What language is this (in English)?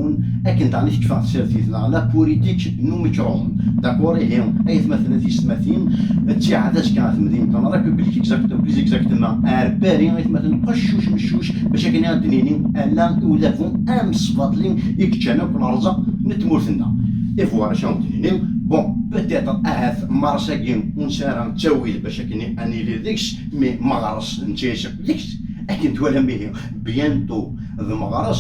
Kabyle